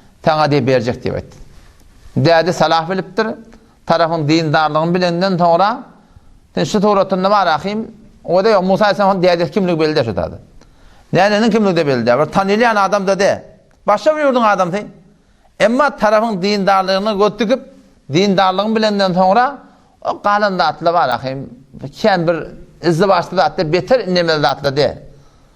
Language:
Turkmen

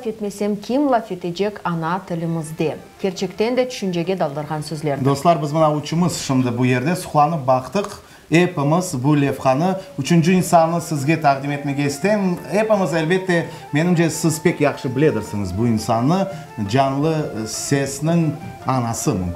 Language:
Crimean Tatar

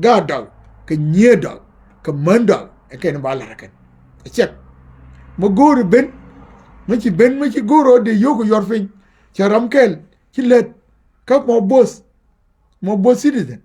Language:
Nuer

